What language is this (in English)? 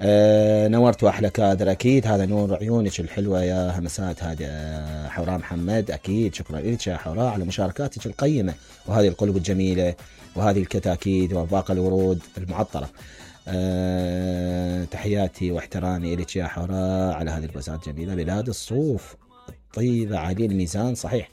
Mesopotamian Arabic